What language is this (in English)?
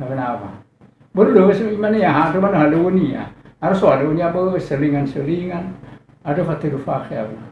Nias